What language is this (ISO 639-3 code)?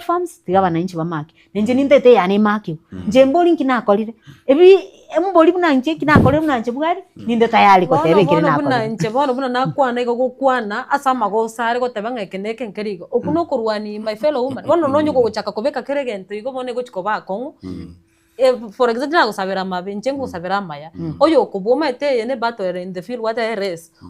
guz